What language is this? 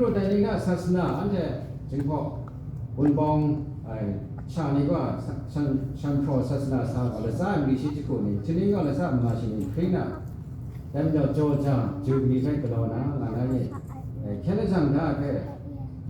Kachin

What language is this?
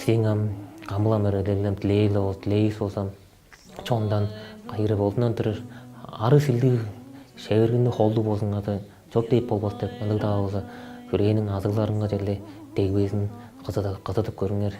Tuvinian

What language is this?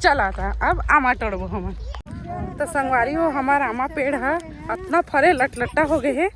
Chhattisgarhi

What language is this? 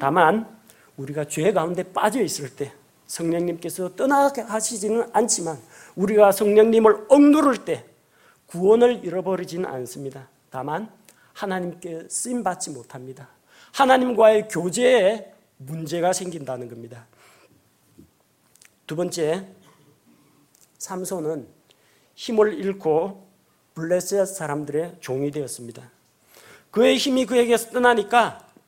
Korean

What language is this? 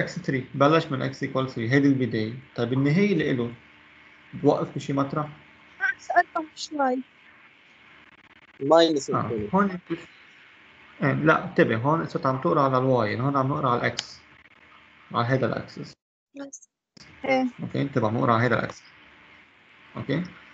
North Levantine Arabic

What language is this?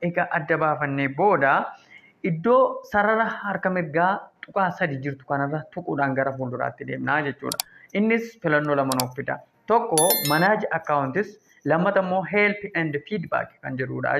Oromo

